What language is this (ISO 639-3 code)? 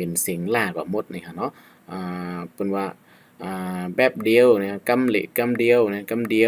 shn